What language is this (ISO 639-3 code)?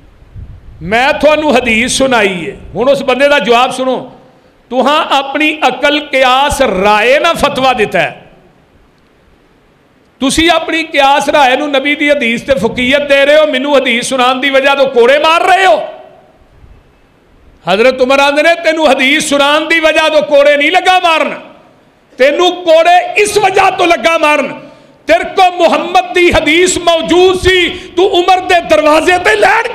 lah